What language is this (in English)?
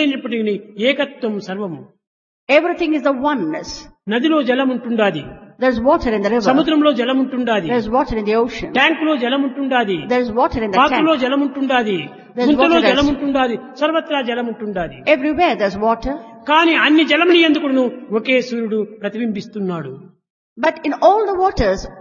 Telugu